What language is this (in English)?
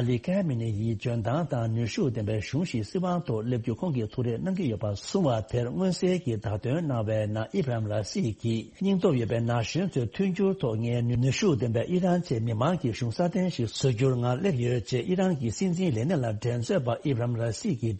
Tibetan